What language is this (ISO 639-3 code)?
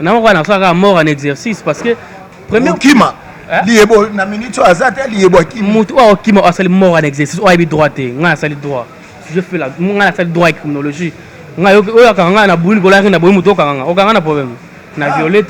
lin